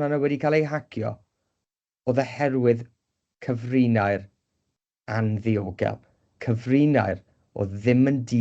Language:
Welsh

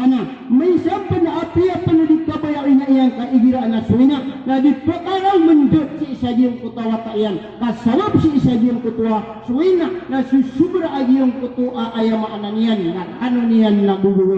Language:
Maranao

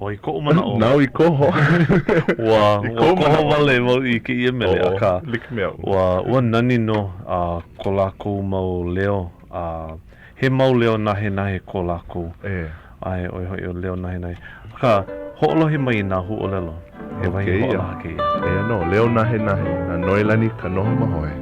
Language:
Hawaiian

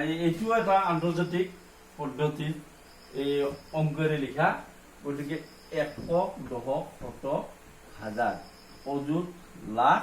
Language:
Assamese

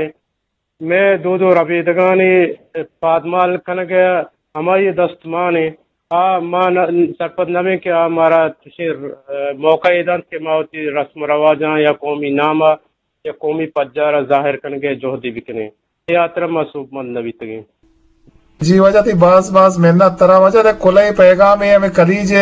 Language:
Eastern Balochi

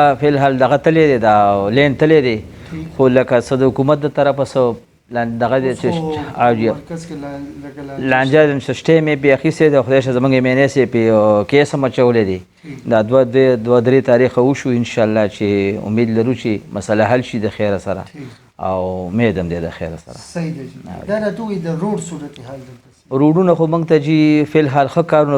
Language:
Pashto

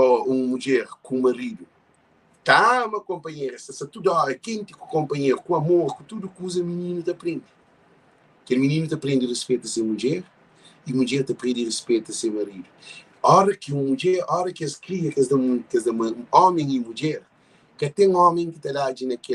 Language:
Kabuverdianu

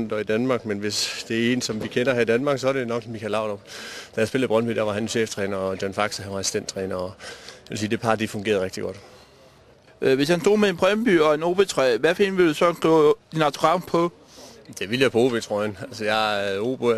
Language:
Danish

